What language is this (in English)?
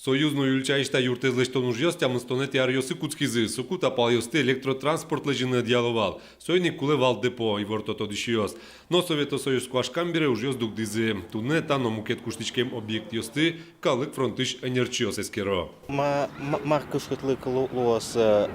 Udmurt